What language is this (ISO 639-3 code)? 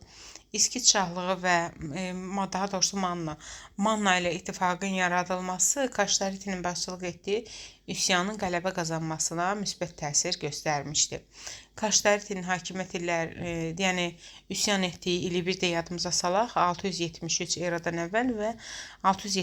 aze